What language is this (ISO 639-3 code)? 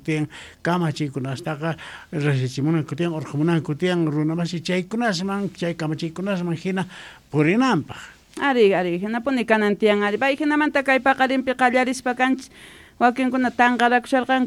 que